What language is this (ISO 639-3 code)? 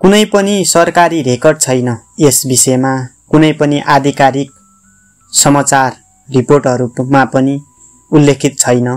nep